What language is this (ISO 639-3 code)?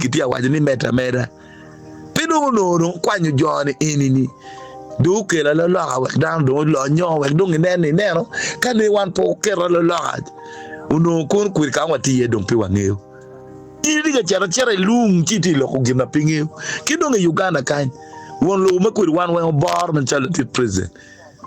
ach